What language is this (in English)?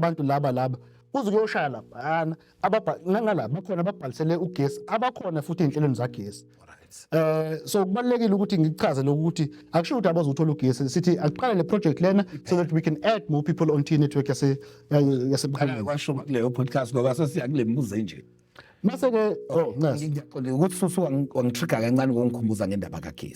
Zulu